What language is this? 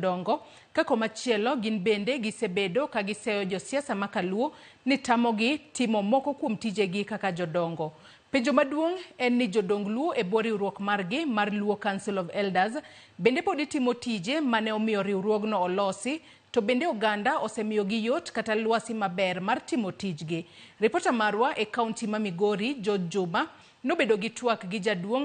Luo (Kenya and Tanzania)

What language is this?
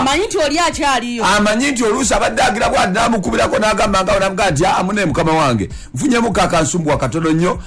Ganda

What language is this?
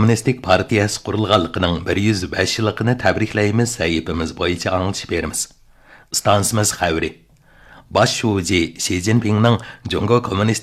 Uyghur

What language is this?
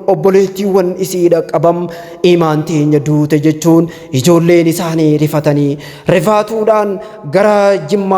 Oromo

